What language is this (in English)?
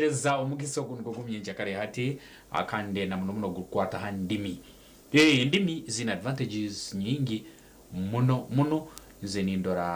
Nyankole